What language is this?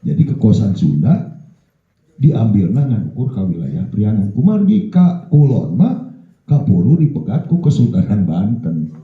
Sundanese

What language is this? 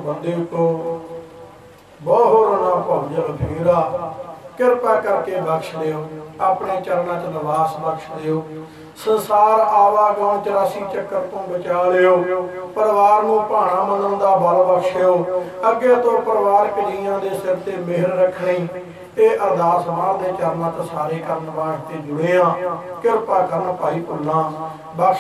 Punjabi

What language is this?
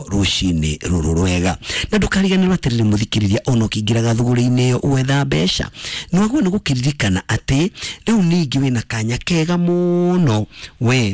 Kikuyu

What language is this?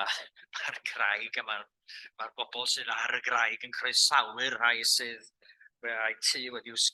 Welsh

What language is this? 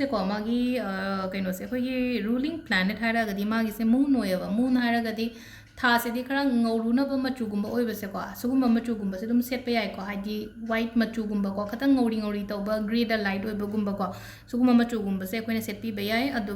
Manipuri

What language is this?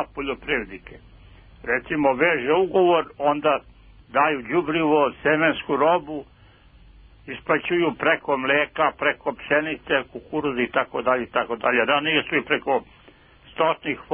Serbian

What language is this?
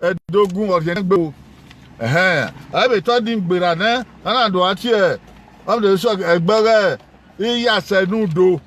Bini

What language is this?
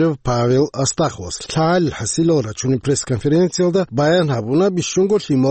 Avaric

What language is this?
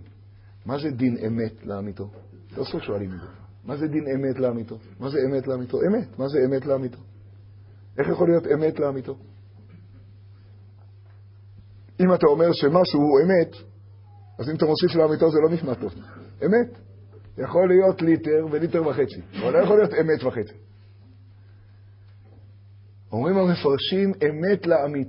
Hebrew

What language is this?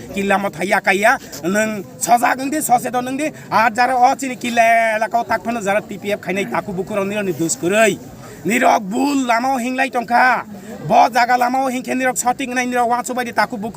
Kok Borok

